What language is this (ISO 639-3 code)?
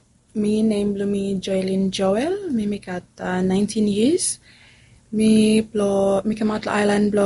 bis